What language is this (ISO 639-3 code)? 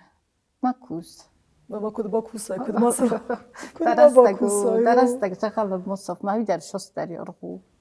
oss